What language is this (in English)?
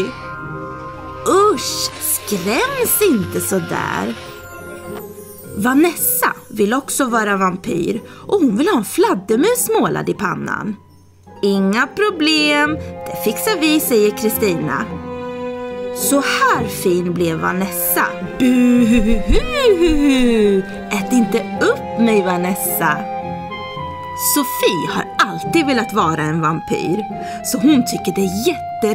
Swedish